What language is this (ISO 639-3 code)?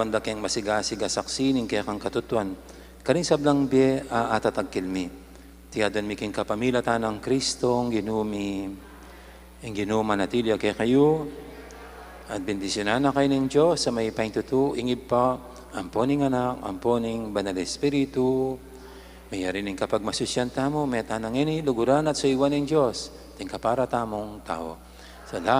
pam